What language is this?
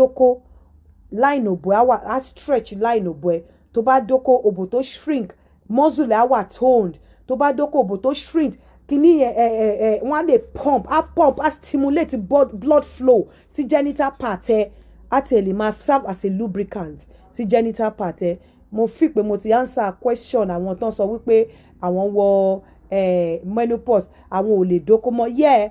Yoruba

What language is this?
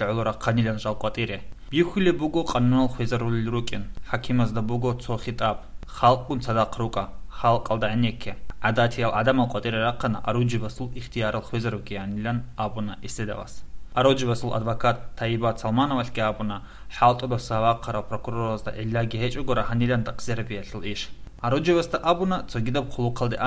Avaric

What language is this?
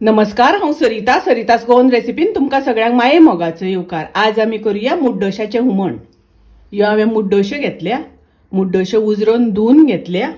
Konkani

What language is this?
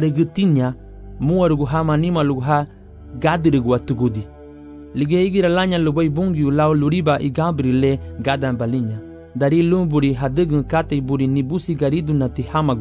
Garifuna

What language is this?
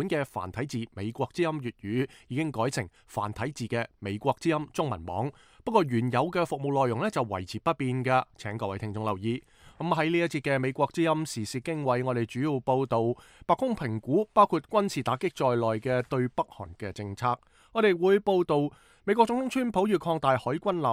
Cantonese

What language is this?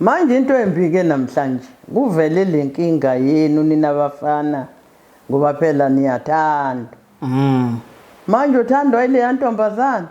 Zulu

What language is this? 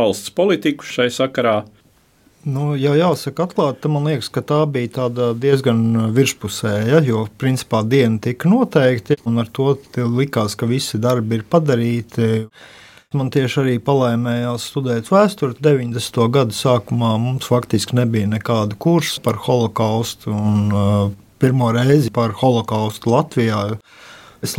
Latvian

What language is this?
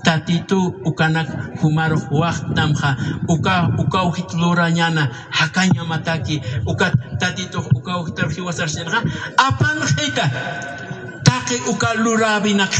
Aymara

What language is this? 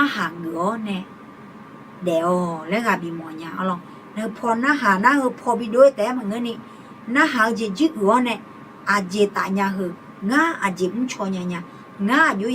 Akha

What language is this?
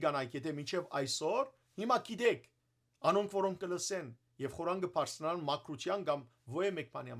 Western Armenian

